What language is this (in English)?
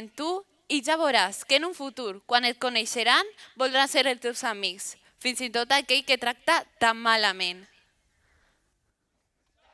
Catalan